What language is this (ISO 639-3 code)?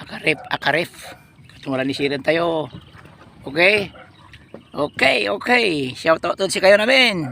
pag